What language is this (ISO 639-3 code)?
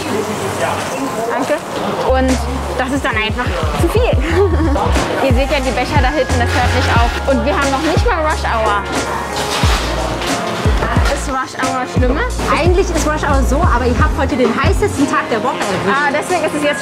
deu